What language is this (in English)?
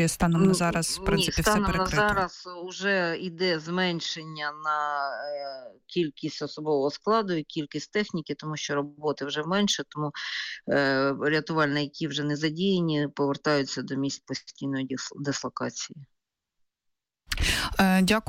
Ukrainian